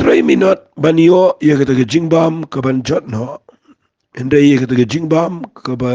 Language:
Khasi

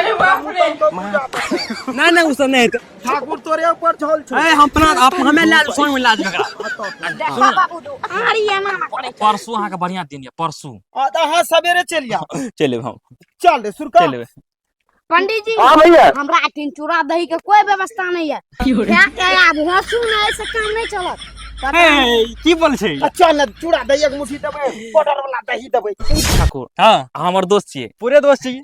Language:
Maithili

